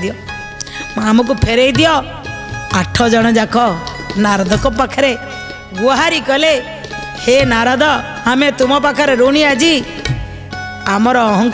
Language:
Odia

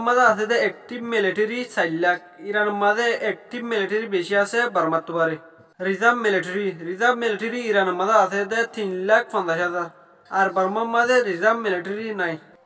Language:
Rohingya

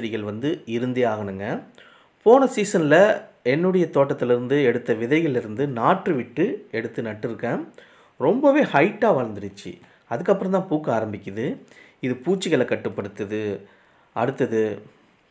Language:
Tamil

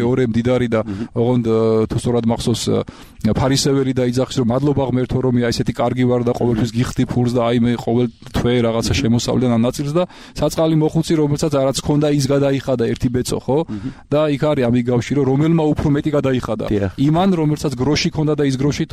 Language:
Georgian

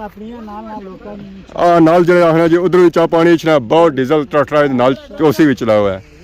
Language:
Pahari-Potwari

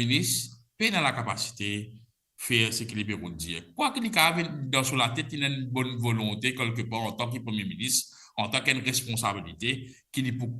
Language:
Morisyen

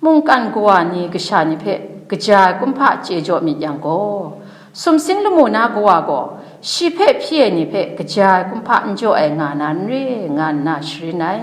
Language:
Kachin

